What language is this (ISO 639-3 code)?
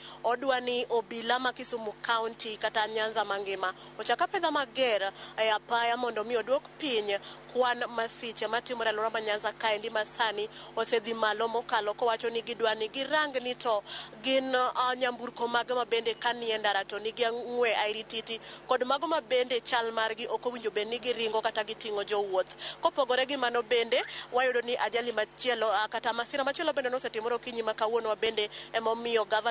luo